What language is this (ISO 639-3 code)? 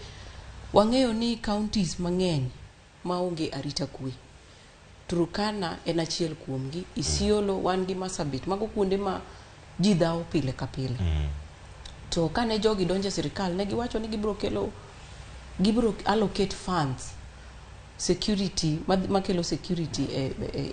luo